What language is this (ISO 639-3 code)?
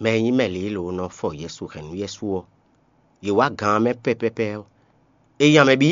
fon